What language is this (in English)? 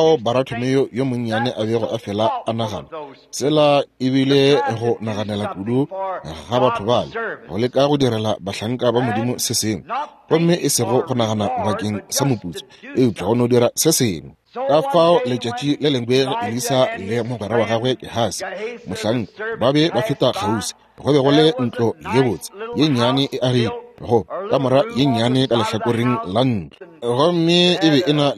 Northern Sotho